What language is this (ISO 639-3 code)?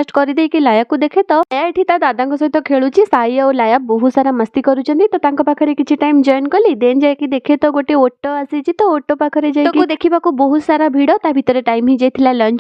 ori